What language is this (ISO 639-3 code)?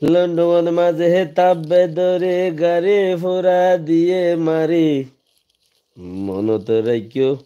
rhg